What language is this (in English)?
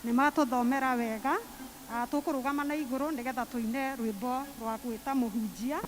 Kikuyu